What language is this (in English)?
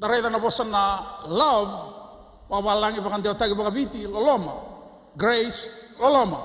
Fijian